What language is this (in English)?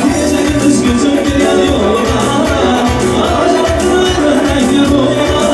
Turkmen